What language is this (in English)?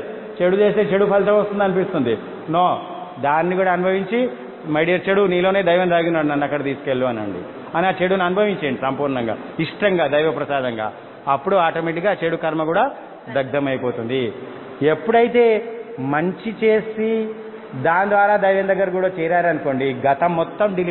Telugu